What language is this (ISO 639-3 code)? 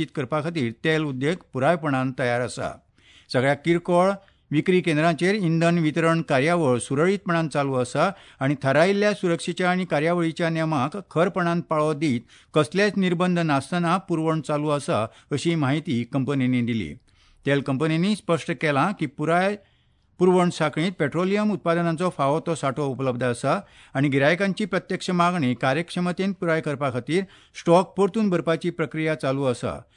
kok